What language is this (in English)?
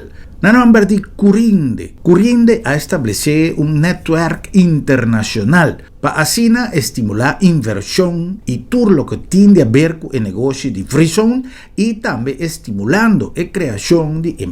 Papiamento